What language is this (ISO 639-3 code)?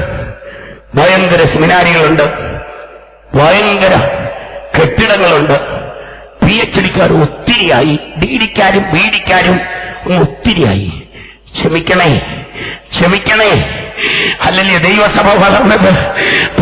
mal